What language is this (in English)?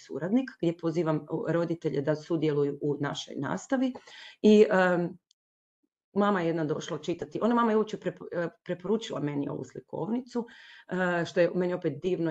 Croatian